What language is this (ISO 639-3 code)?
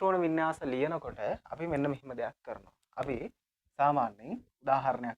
sin